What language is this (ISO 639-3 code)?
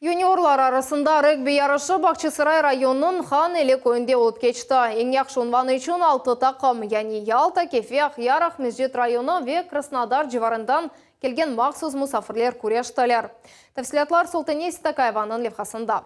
crh